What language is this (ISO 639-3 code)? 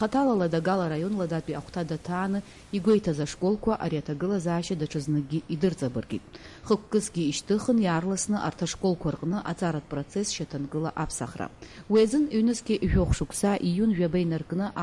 abk